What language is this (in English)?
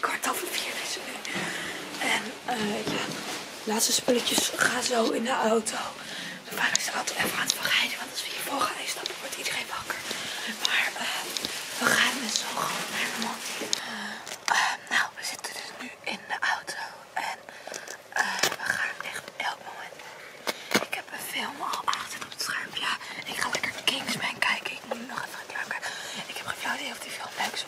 Dutch